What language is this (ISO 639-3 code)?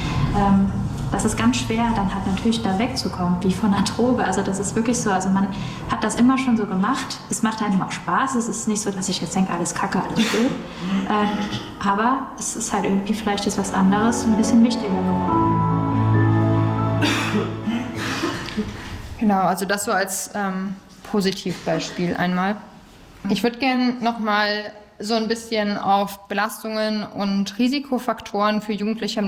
deu